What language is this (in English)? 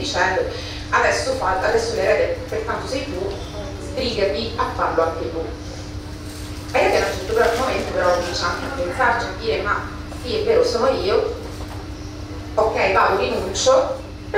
Italian